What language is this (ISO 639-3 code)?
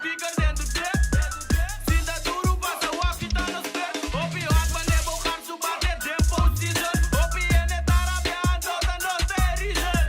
pap